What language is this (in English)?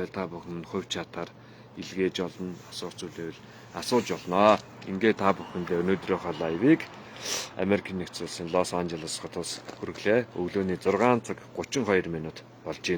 Mongolian